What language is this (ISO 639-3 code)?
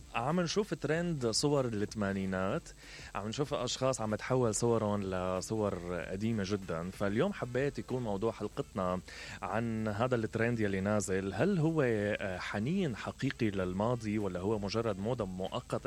acm